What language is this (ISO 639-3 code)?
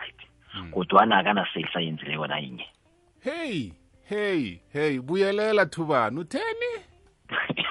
nbl